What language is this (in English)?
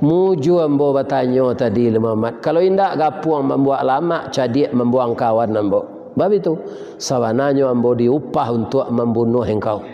Minangkabau